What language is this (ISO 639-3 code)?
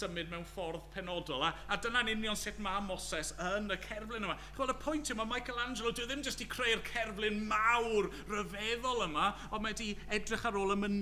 cym